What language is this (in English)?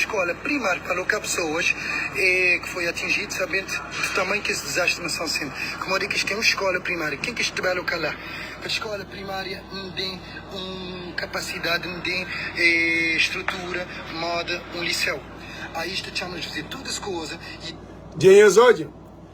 Kabuverdianu